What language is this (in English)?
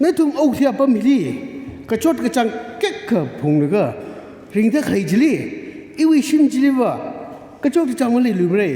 Tangkhul Naga (India)